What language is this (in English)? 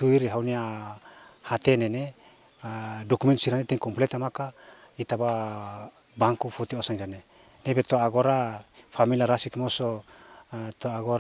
Tetum